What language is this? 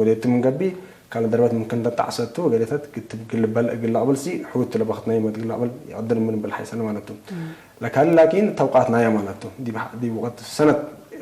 Tigre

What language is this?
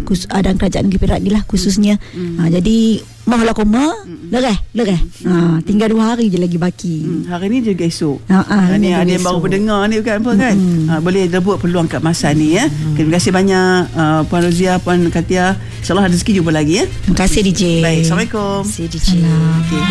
Malay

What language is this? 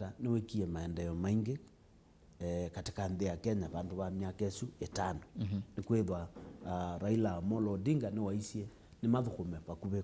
Kamba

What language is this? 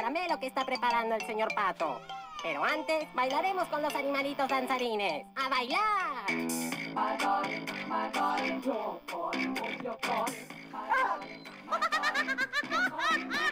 Spanish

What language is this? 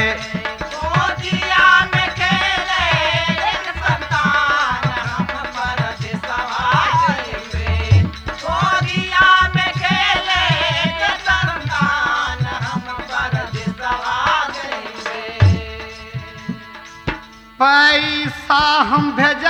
Bhojpuri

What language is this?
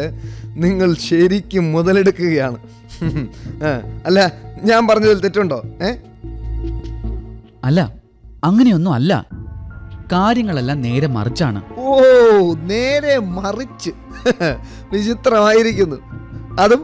Malayalam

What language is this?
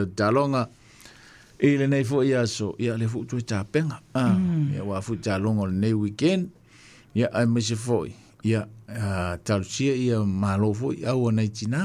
Samoan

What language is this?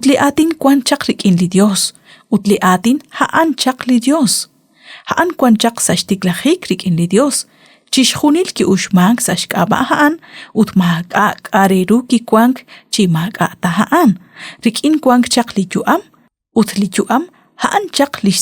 Kekchí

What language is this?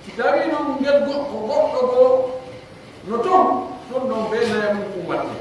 Pular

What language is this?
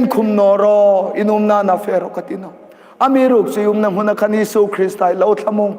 Hmar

